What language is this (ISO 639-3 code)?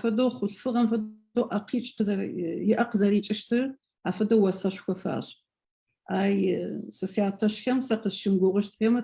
ady